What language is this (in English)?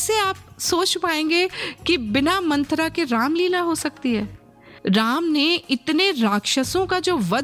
Hindi